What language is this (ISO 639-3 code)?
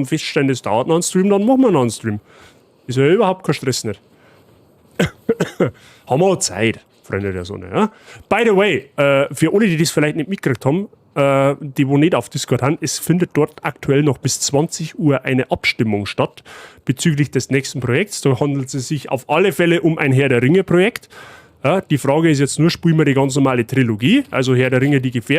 bar